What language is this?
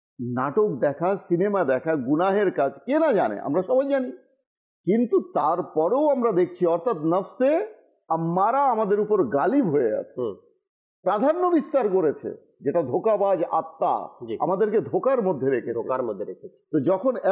Bangla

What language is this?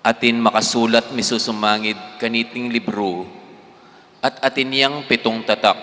Pampanga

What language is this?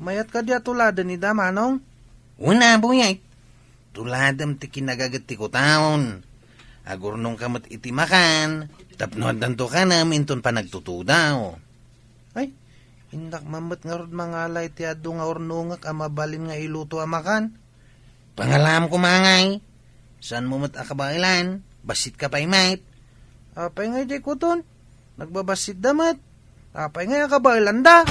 Iloko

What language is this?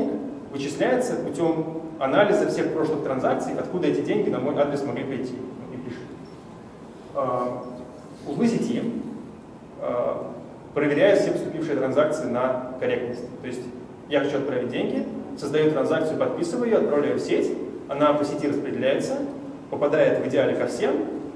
Russian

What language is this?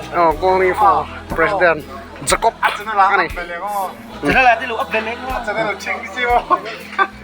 Mizo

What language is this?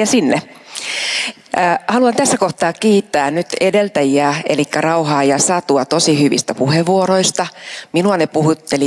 Finnish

